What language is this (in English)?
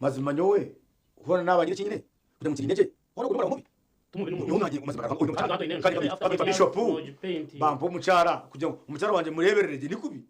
Nyankole